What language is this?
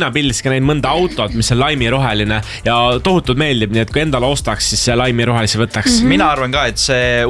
Estonian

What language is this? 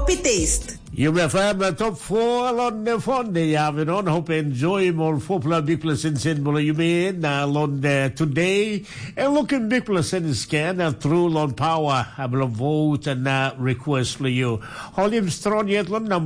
Tok Pisin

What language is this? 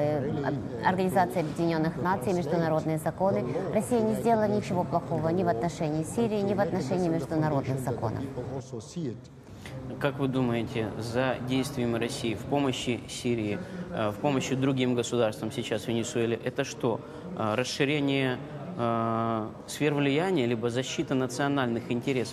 Russian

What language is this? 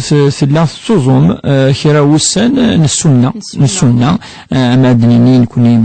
Kabyle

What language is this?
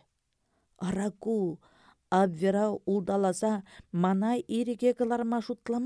Chuvash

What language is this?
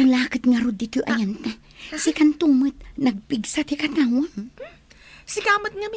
Iloko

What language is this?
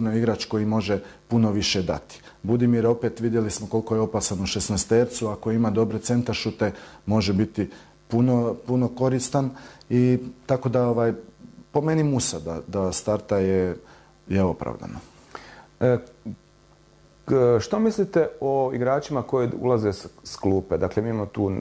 Croatian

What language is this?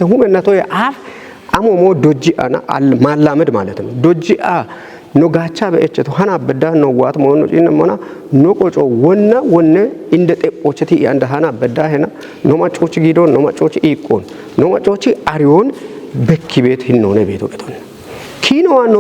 Kafa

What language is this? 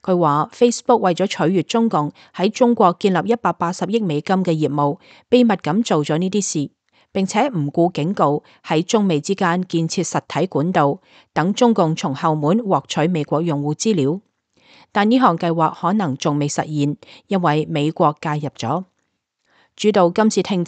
Cantonese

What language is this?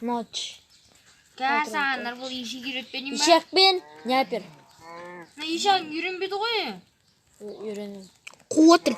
Kazakh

